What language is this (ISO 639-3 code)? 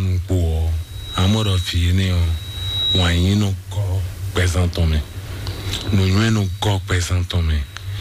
fon